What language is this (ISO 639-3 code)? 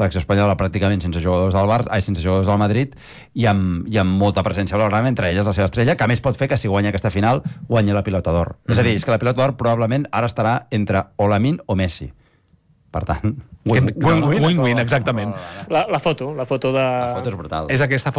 cat